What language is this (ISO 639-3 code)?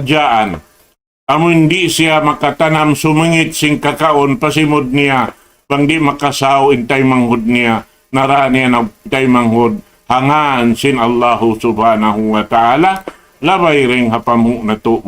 tsg